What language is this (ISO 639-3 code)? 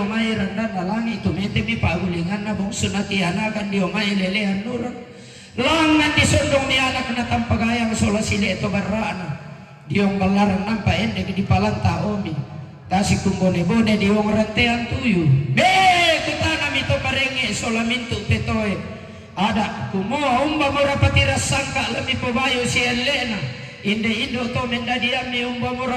sda